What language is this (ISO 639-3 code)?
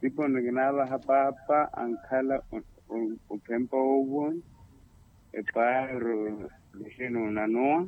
vmw